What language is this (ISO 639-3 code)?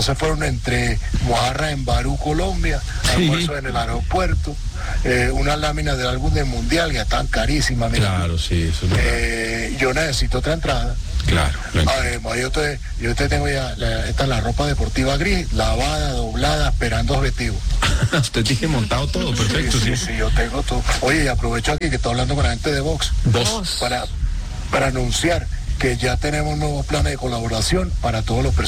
spa